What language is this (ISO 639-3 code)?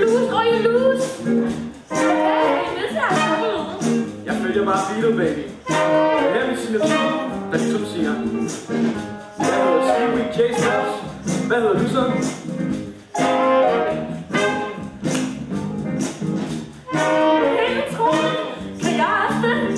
dan